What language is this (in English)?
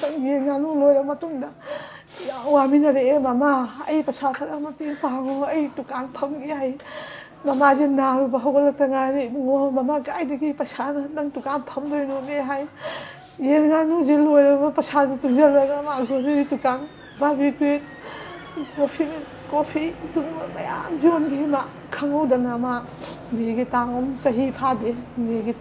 Manipuri